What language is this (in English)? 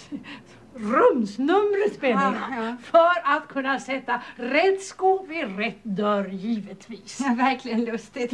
Swedish